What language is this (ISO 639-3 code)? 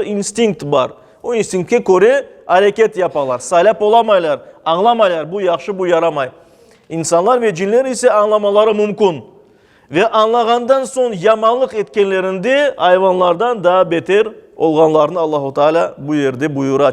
crh